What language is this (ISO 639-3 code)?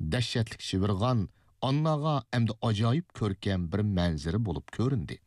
uig